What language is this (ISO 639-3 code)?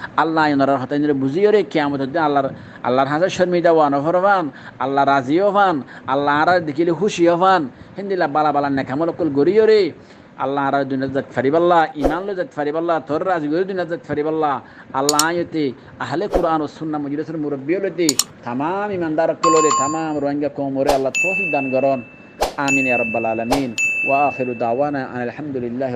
rhg